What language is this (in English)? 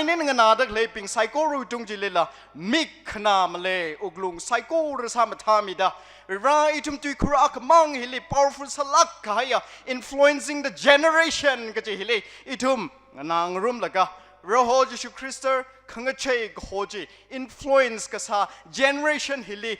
Tangkhul Naga (India)